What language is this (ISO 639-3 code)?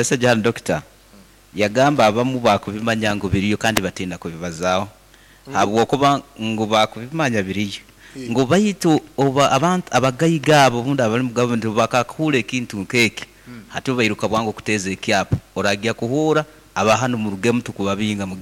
nyn